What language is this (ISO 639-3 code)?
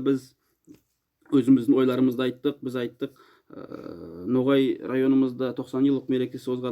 nog